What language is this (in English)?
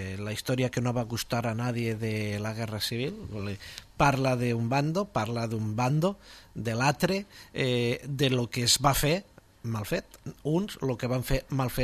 Catalan